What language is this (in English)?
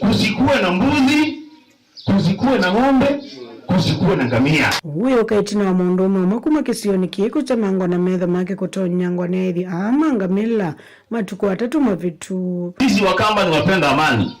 Kamba